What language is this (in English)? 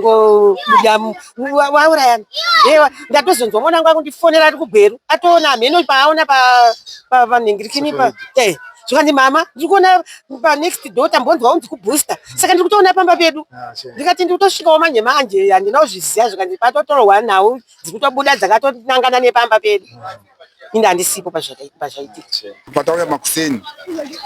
Shona